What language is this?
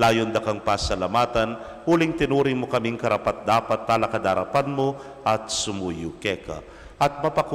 Pampanga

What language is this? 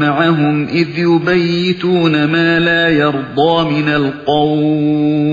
Uyghur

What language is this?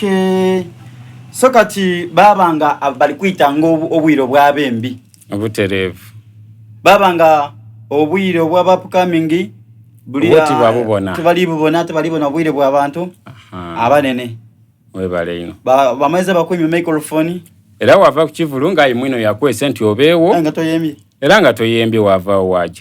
Soga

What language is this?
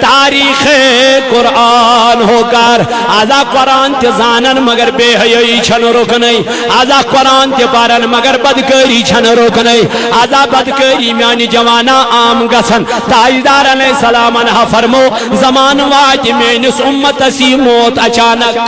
Kashmiri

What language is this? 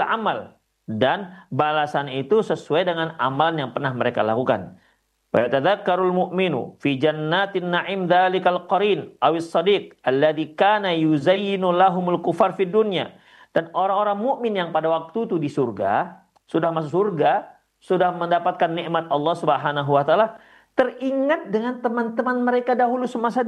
Indonesian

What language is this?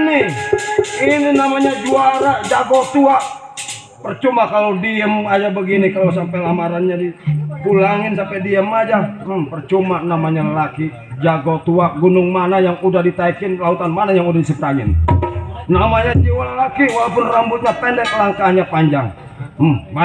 Betawi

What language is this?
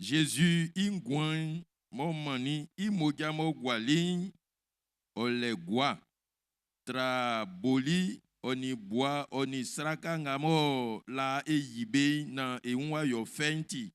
Baoulé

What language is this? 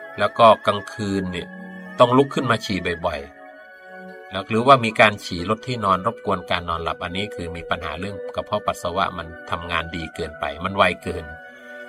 Thai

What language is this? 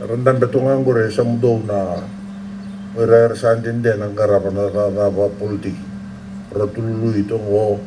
Fijian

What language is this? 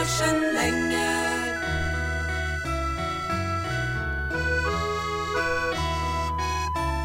Norwegian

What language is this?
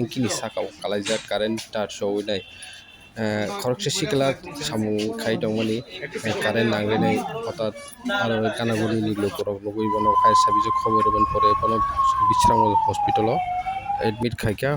Kok Borok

